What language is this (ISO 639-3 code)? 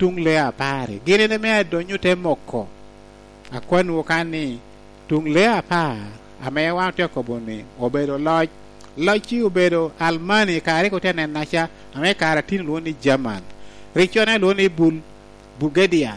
laj